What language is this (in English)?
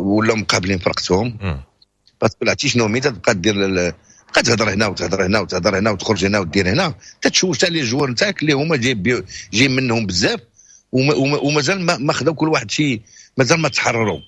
Moroccan Arabic